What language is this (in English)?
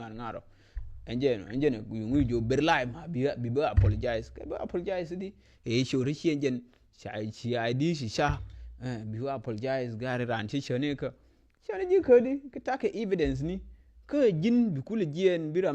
Nuer